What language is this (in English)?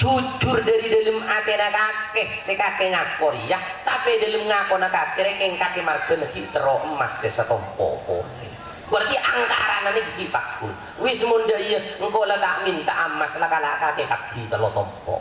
Madurese